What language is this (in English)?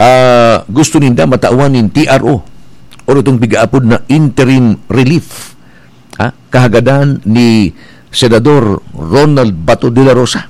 Bikol